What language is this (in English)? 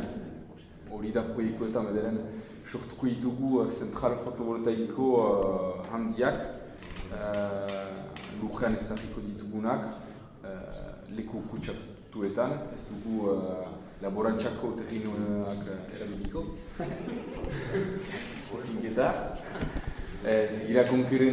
Basque